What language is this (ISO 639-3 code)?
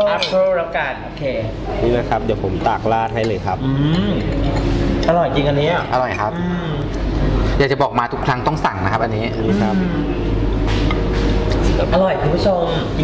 tha